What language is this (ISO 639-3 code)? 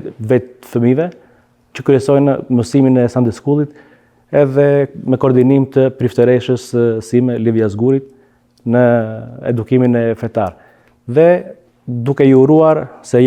sqi